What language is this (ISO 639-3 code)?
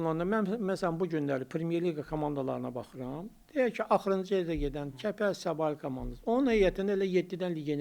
aze